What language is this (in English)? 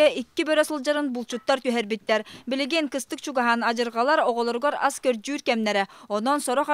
Yakut